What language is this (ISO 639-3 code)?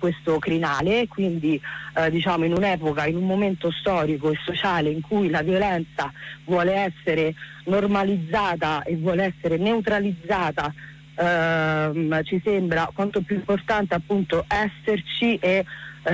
ita